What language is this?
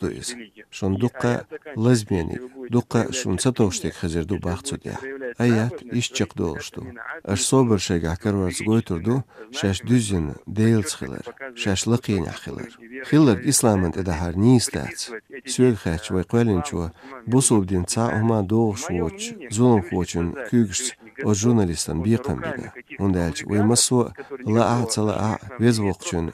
Chechen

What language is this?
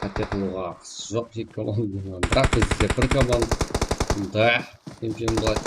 Kara-Kalpak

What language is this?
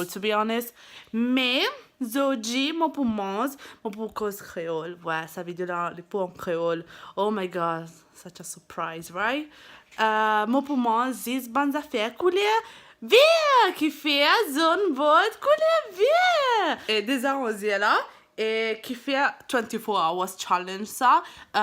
Morisyen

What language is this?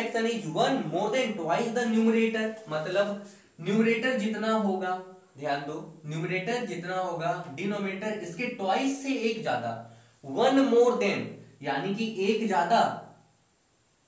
Hindi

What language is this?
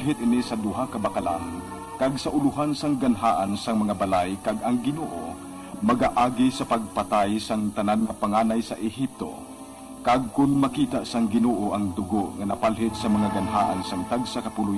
Hiligaynon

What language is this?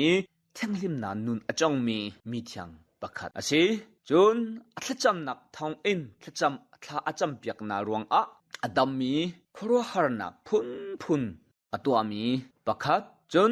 Hakha Chin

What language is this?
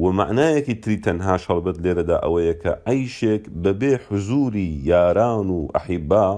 Central Kurdish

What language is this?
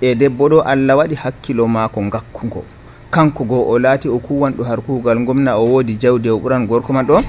Nigerian Fulfulde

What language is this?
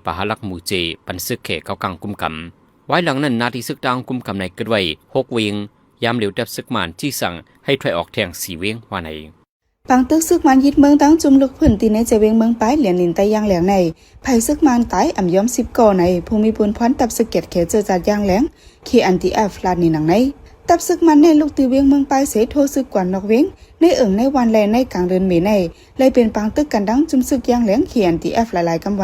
Shan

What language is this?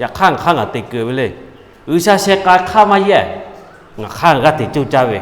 Lahu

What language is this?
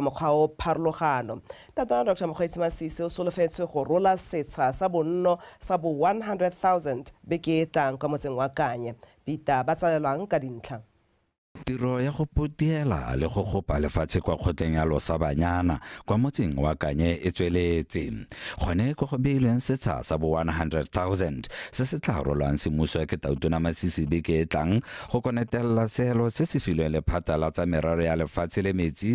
Tswana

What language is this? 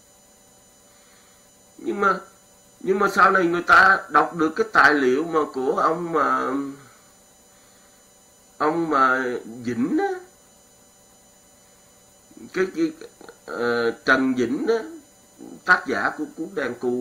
Vietnamese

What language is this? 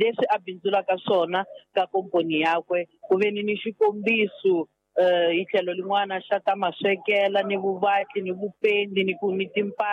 Tsonga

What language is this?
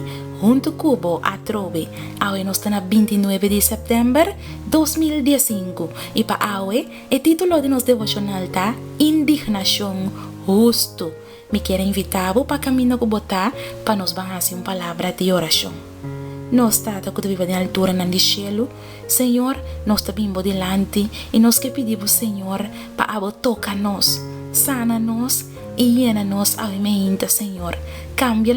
Papiamento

